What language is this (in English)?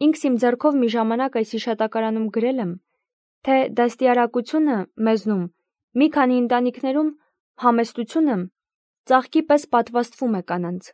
Armenian